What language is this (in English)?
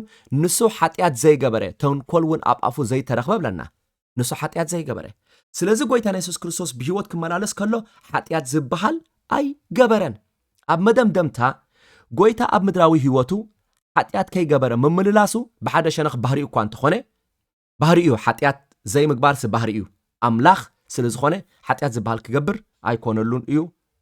Tigrinya